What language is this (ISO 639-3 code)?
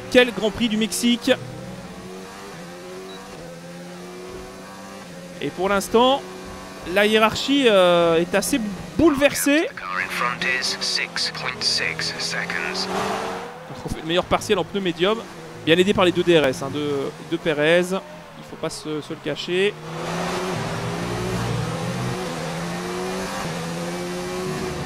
fra